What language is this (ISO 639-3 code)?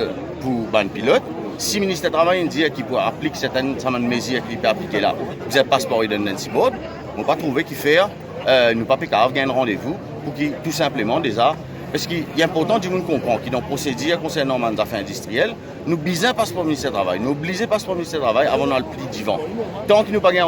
mfe